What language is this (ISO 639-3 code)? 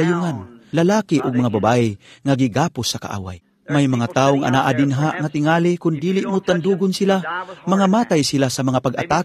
ceb